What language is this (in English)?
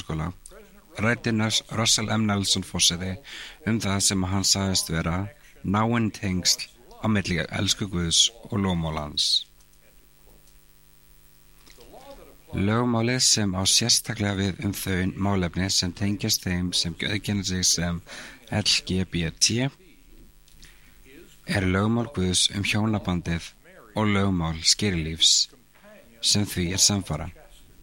Icelandic